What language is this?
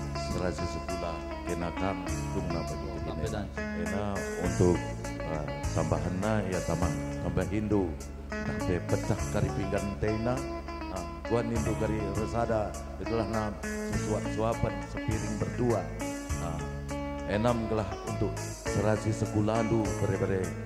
Batak Karo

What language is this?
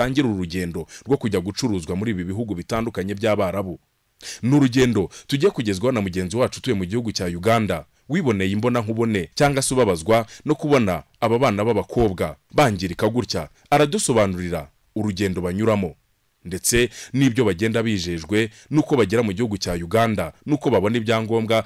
Kinyarwanda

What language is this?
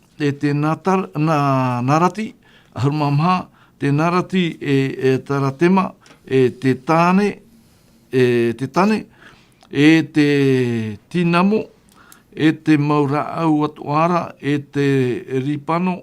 Tahitian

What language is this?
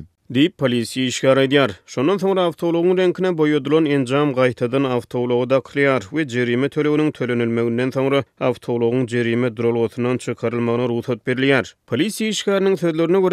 Turkmen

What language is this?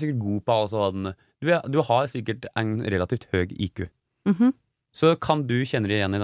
Norwegian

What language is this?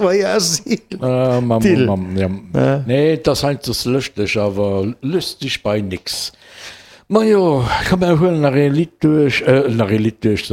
Luxembourgish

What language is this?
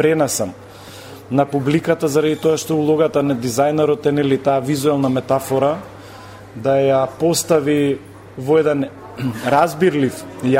Macedonian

